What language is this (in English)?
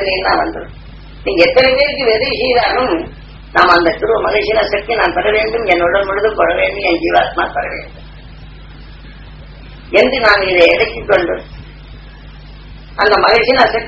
Tamil